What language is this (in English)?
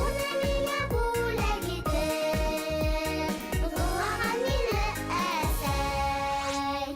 Bashkir